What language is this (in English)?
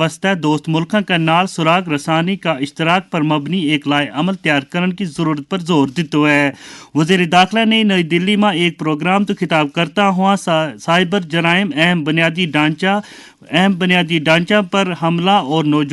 Gujari